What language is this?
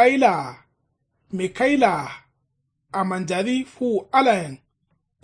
Kanuri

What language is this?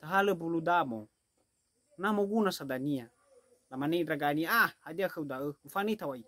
Nias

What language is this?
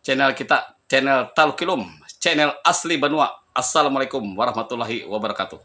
Banjar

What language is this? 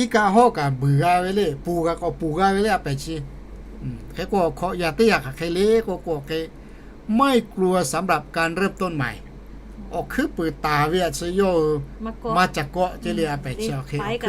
Lahu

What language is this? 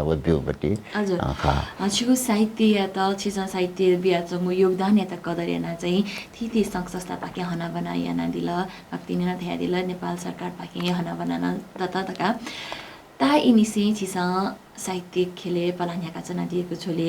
Newari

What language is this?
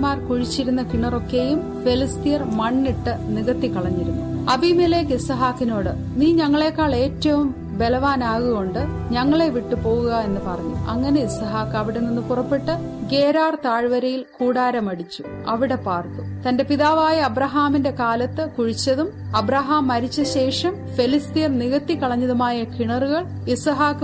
Malayalam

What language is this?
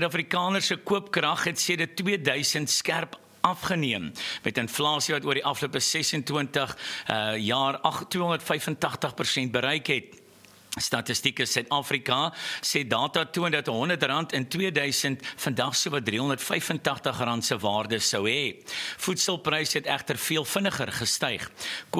Afrikaans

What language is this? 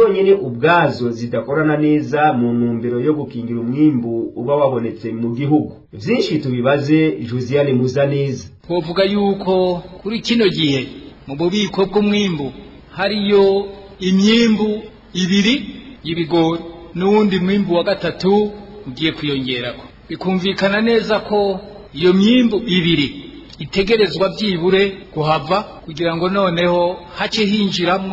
Rundi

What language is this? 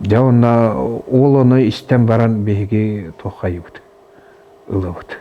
Yakut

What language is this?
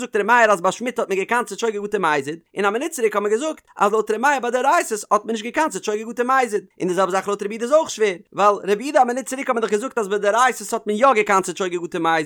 Yiddish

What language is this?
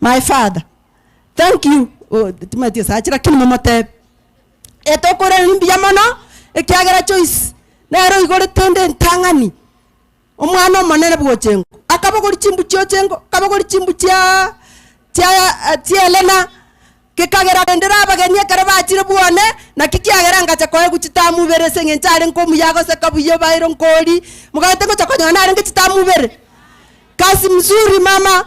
Gusii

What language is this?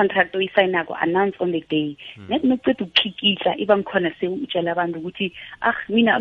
South Ndebele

